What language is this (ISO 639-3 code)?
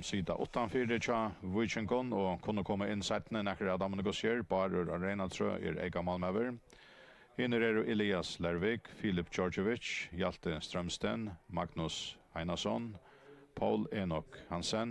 fao